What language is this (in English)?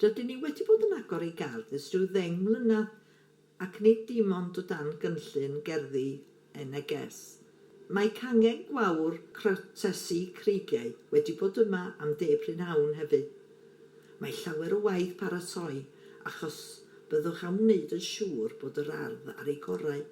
Welsh